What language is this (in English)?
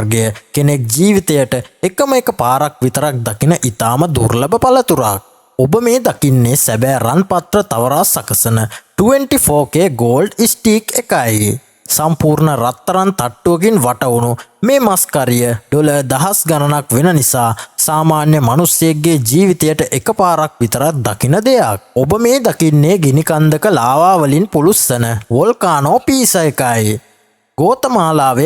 Sinhala